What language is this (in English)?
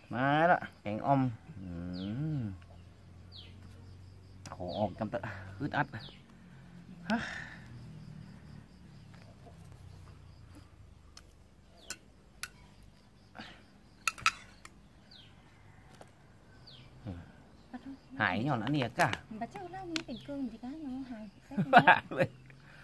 Thai